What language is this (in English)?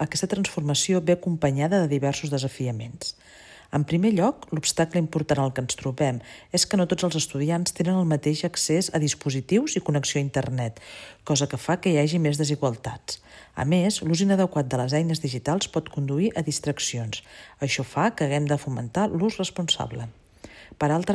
Catalan